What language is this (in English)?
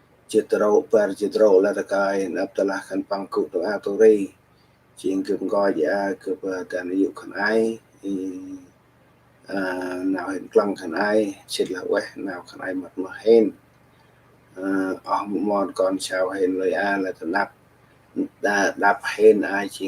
Central Mnong